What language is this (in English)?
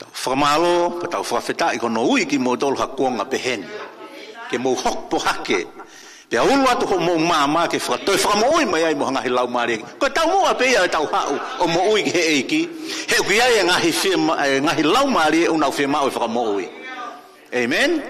Tongan